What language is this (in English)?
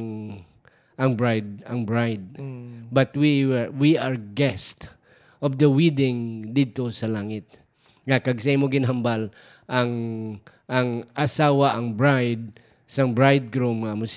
Hiligaynon